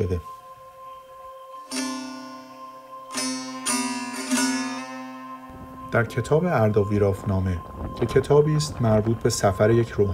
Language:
Persian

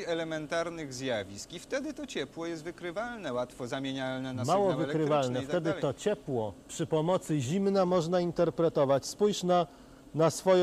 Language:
Polish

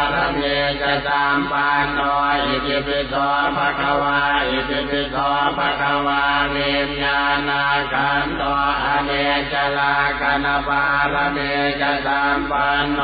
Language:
Pali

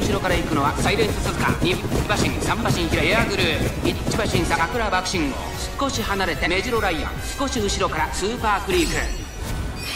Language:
Japanese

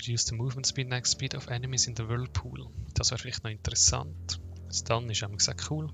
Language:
Swiss German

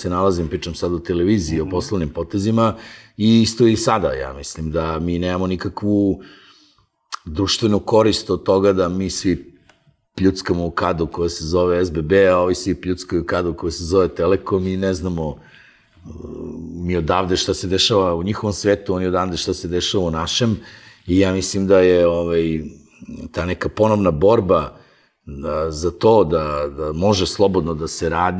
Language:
Serbian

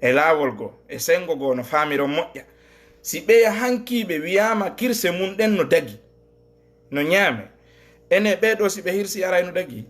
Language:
Fula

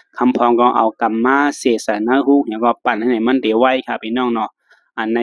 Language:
Shan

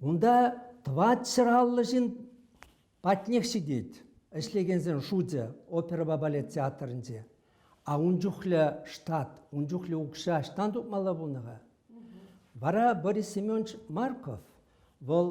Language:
Chuvash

